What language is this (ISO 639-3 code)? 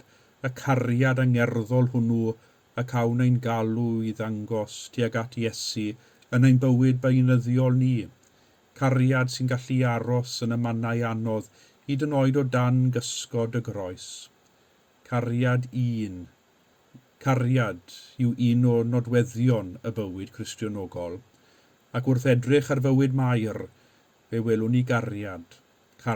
cym